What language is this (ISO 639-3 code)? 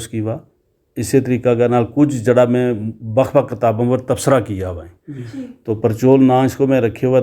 gju